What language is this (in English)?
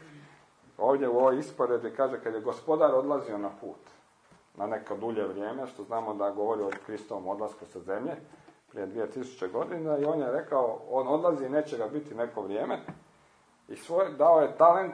Croatian